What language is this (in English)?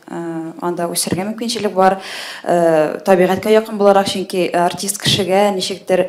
Tatar